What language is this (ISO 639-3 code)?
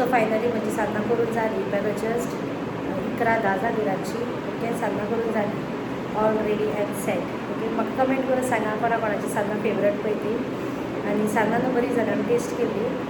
kok